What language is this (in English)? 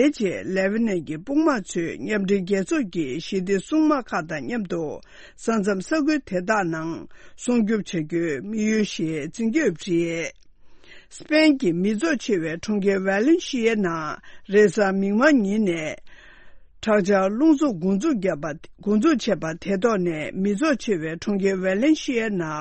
Tibetan